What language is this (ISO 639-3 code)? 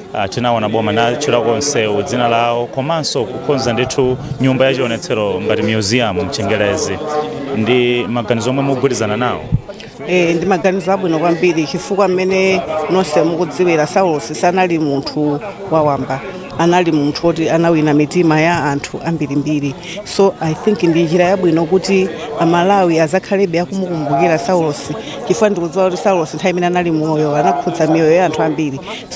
nya